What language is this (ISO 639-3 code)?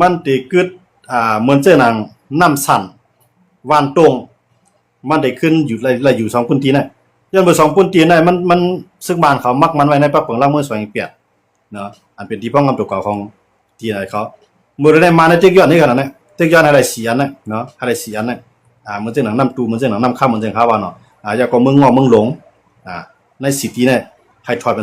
shn